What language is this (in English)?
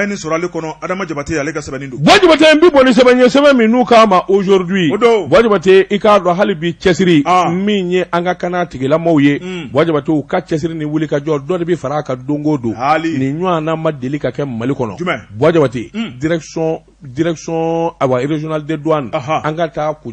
Bambara